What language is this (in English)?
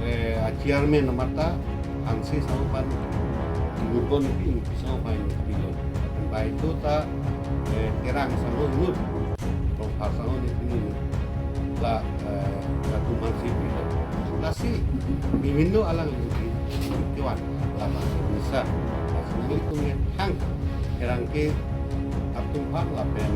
Karbi